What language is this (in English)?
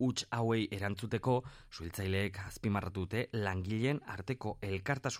Basque